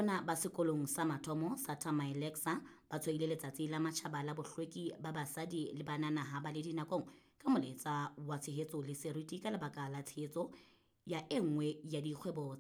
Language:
Southern Sotho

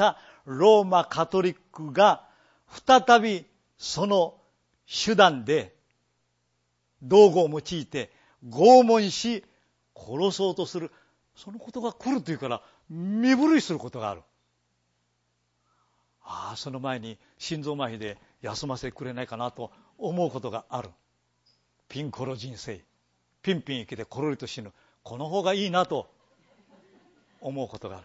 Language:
Japanese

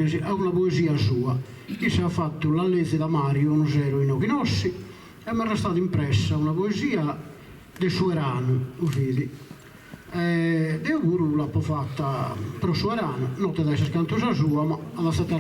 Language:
Sardinian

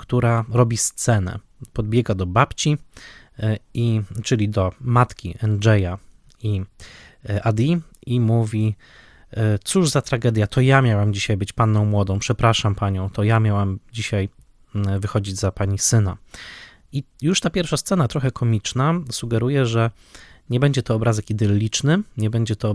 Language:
Polish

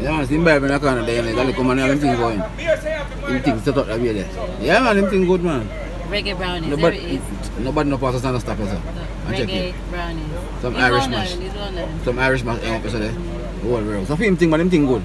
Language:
Jamaican Creole English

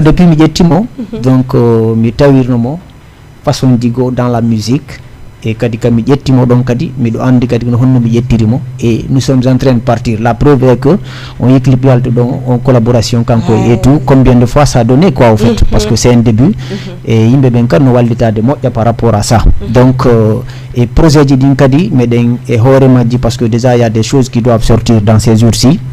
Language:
Fula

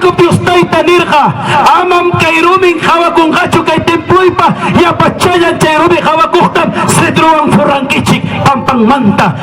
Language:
Ayacucho Quechua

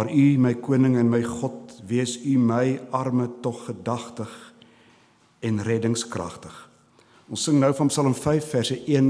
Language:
Afrikaans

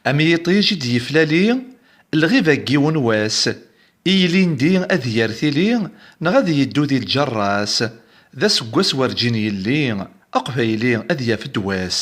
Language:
Kabyle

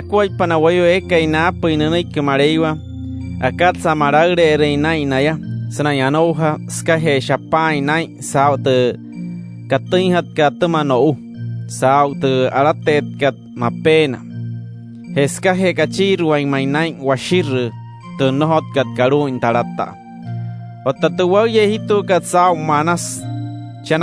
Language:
Wayuu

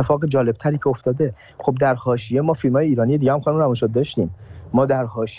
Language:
Persian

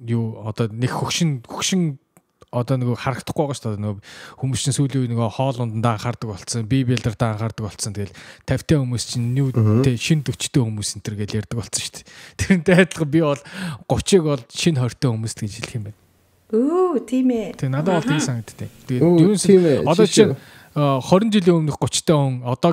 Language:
Mongolian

